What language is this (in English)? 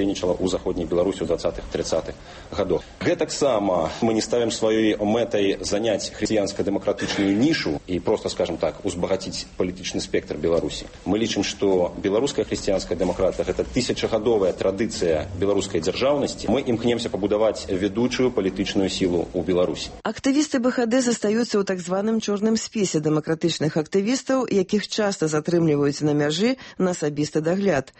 Belarusian